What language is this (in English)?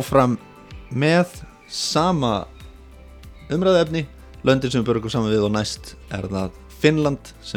Icelandic